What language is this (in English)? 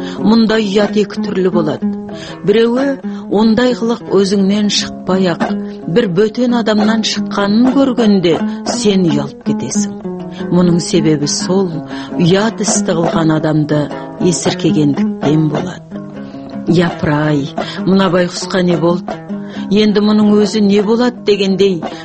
Kazakh